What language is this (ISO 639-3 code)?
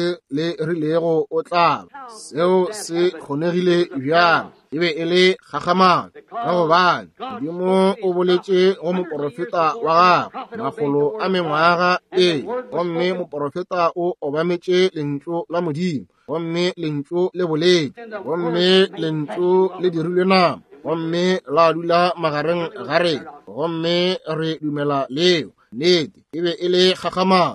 nso